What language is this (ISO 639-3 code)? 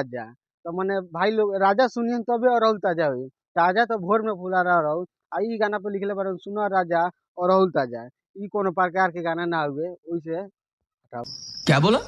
bho